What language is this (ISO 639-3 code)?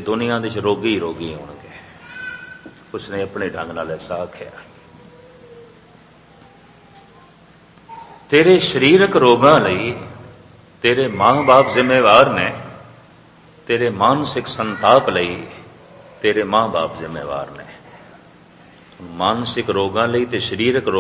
pan